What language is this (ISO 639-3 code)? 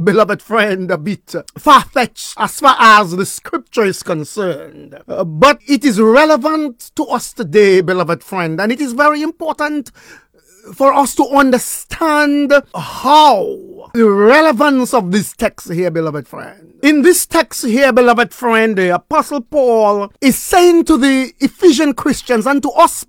eng